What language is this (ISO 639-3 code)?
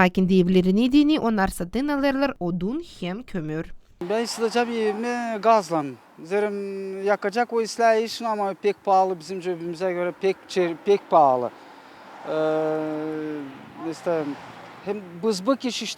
gag